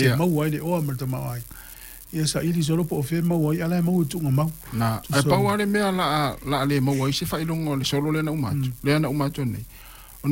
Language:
Samoan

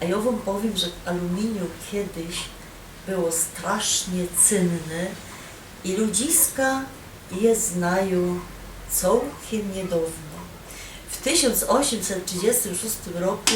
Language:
Silesian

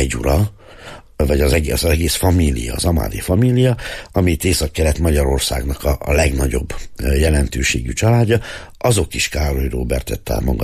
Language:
Hungarian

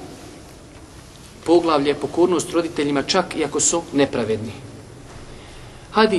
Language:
Bosnian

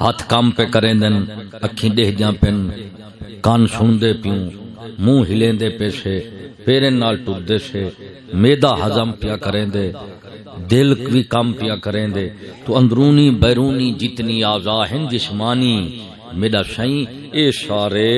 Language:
Saraiki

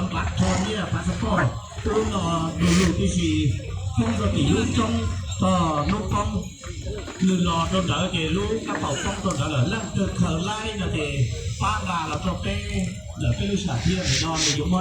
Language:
Hmong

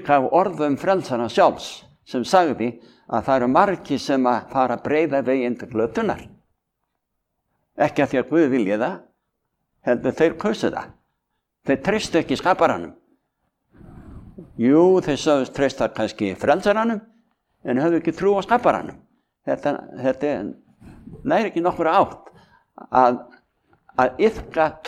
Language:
Icelandic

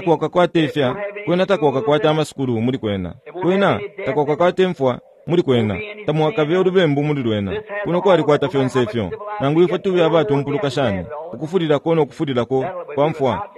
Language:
Bemba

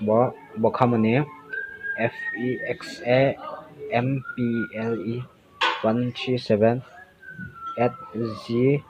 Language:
Riang (India)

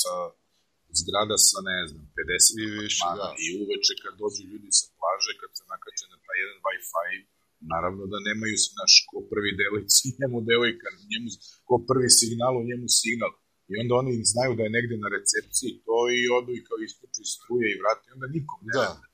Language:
Serbian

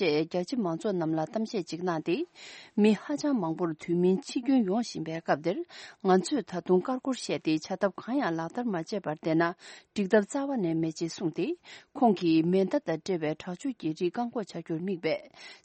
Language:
Tibetan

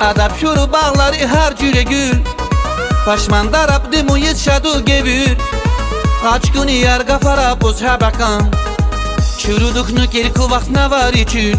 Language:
Tabassaran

